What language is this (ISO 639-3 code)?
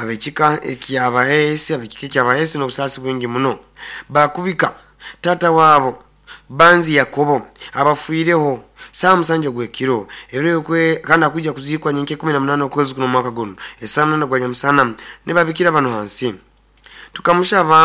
nyo